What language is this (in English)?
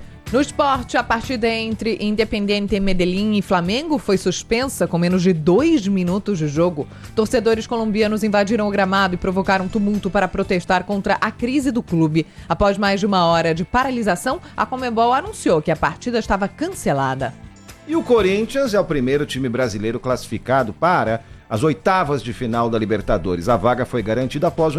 Portuguese